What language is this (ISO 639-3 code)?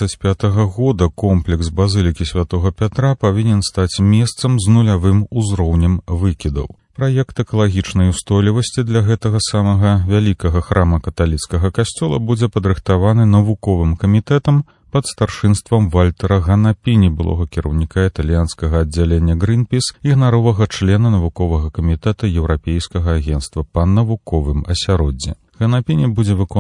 bel